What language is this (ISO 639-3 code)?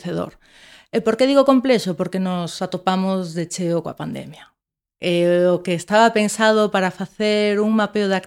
glg